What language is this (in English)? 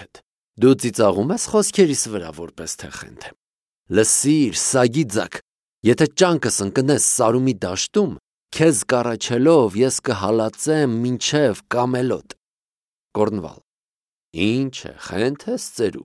Armenian